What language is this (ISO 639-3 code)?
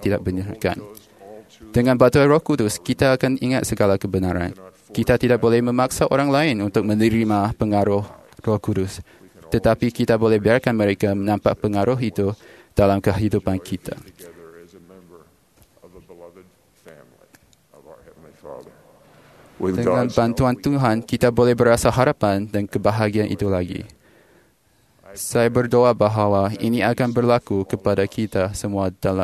msa